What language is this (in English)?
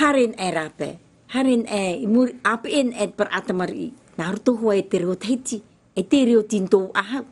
Tahitian